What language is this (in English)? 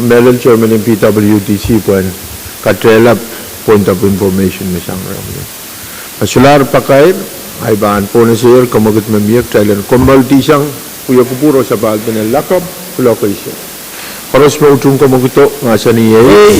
Pohnpeian